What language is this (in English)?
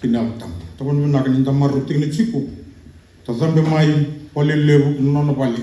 Fijian